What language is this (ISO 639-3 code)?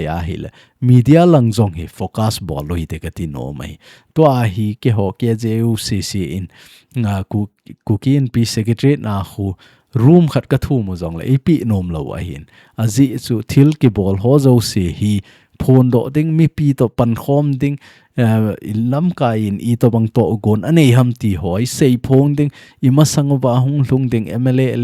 tcz